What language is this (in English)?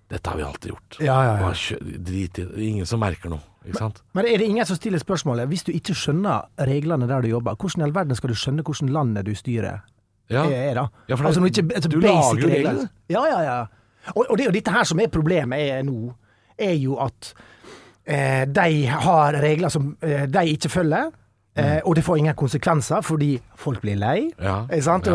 Norwegian